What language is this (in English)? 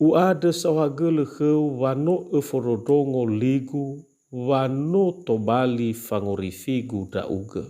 Nias